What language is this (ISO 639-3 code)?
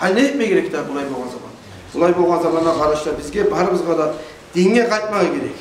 kum